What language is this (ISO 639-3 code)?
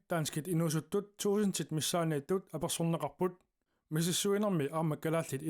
kal